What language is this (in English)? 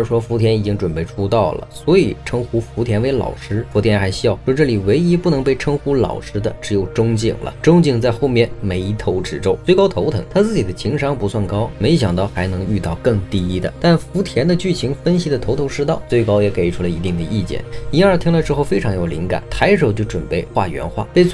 Chinese